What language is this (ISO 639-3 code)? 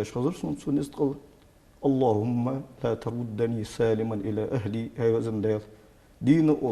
inh